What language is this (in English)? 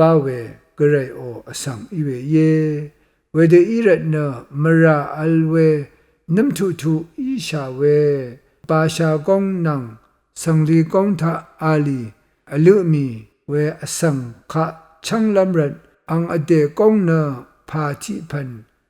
Rawang